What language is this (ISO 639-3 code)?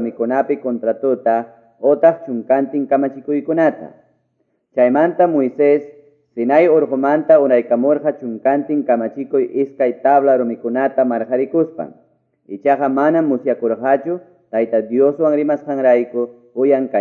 que